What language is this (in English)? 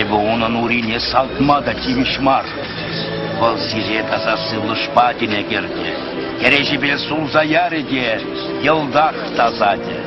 Chuvash